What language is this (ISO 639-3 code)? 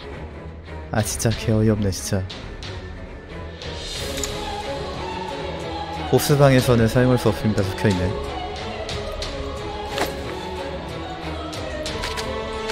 kor